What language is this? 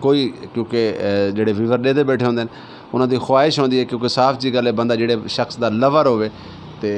Saraiki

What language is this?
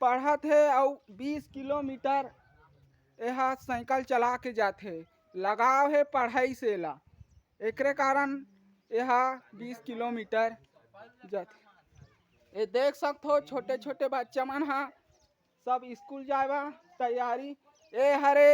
Chhattisgarhi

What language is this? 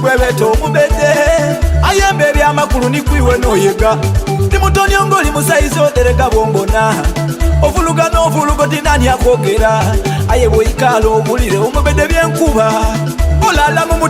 Soga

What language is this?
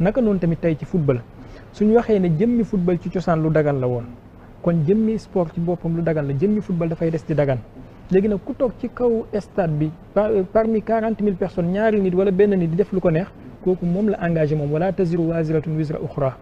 Wolof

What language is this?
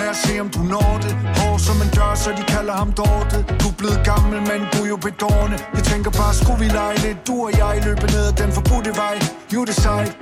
Danish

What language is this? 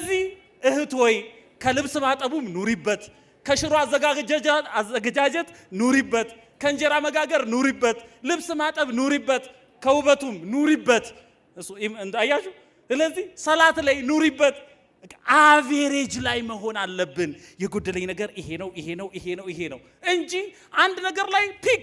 Amharic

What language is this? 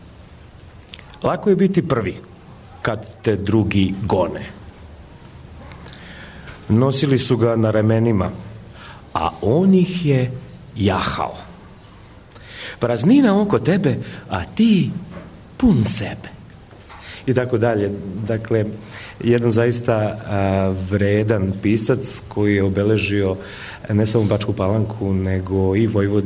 Serbian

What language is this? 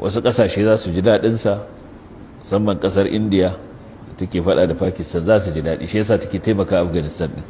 Hausa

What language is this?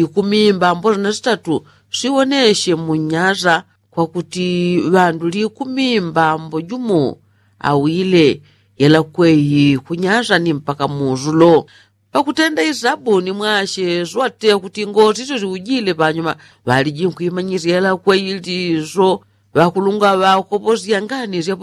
Yao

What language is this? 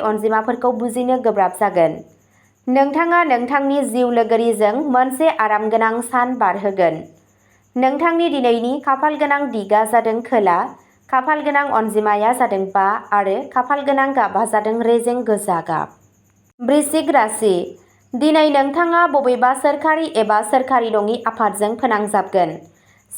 Bodo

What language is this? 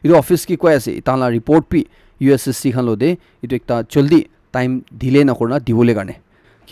Naga Pidgin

